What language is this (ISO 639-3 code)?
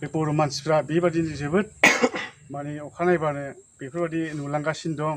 brx